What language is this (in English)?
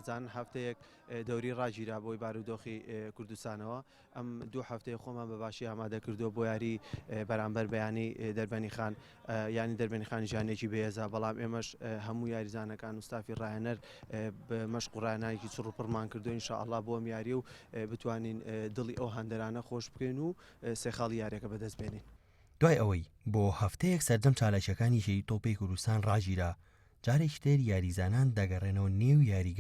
Central Kurdish